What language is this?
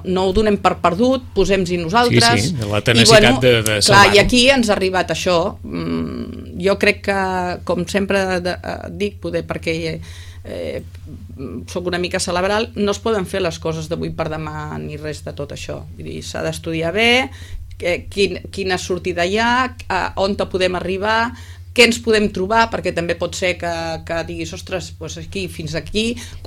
Catalan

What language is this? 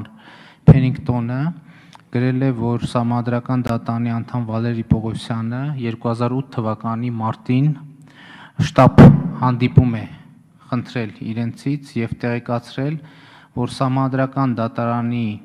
Armenian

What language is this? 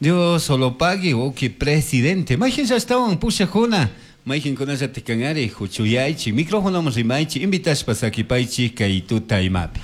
Chimborazo Highland Quichua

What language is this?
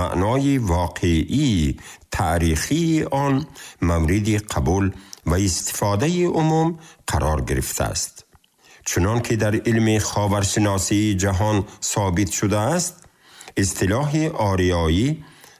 Tajik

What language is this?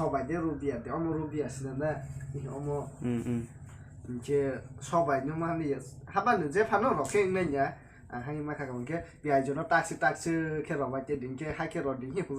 Kok Borok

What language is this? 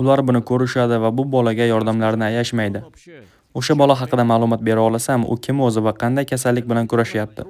Uzbek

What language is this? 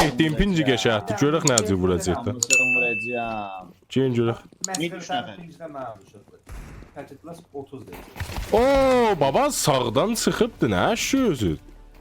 South Azerbaijani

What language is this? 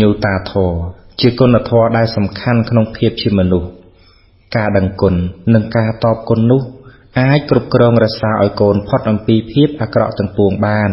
Khmer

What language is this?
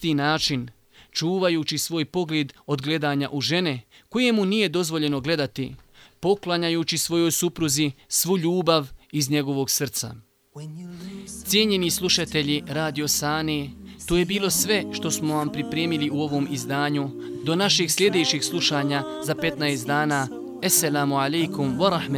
Bosnian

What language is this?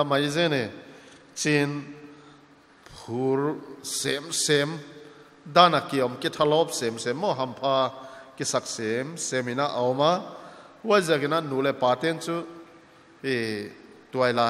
Paite Chin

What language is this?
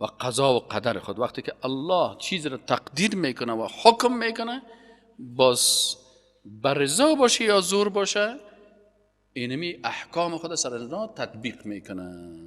Persian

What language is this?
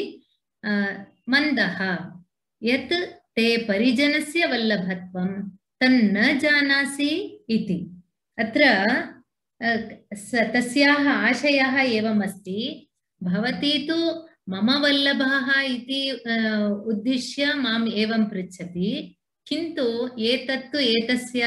Sanskrit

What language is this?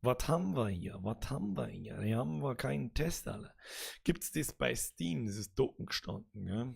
Bavarian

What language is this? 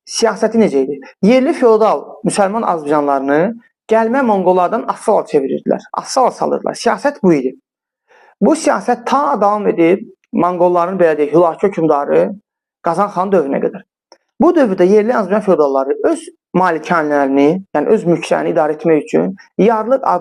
Azerbaijani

